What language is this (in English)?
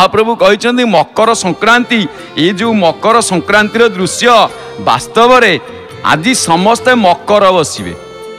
Odia